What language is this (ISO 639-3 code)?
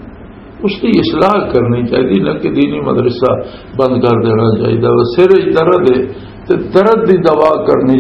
lah